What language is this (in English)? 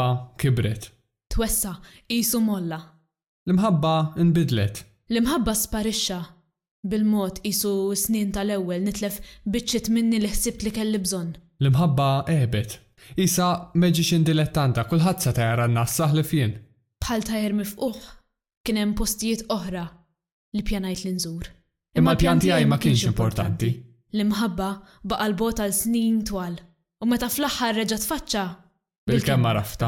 Maltese